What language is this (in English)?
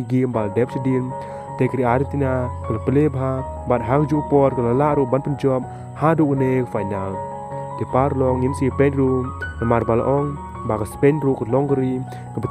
Khasi